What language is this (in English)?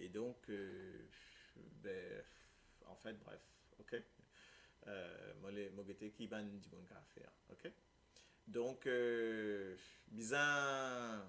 Morisyen